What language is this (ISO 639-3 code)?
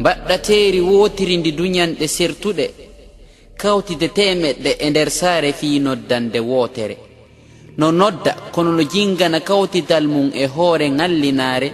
ful